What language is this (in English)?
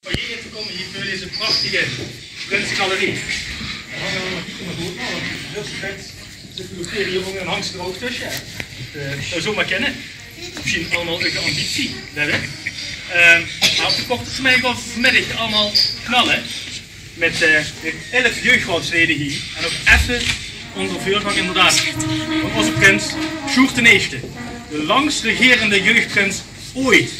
Limburgish